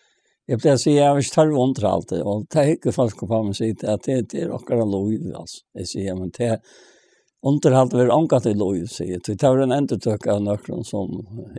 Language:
Faroese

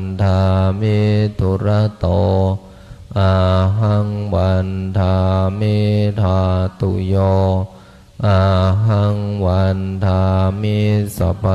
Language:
Pali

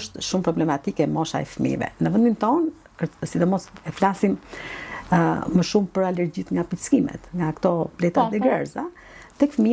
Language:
Albanian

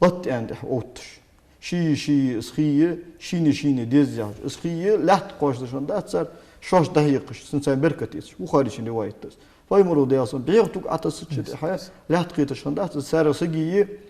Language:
Ingush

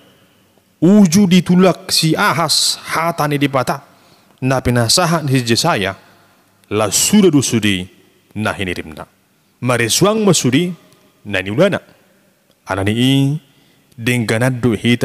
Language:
Batak Toba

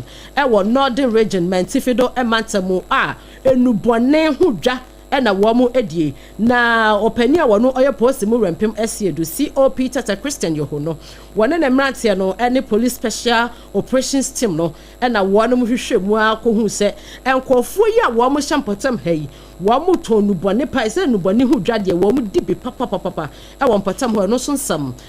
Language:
Akan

